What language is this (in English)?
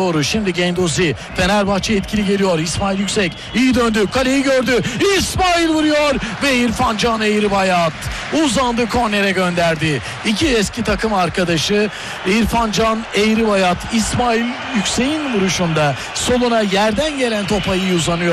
Turkish